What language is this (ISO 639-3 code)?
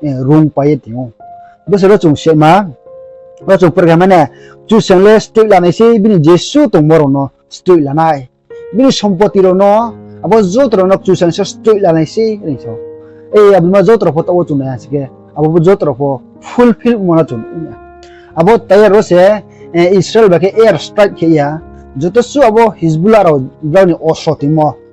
ria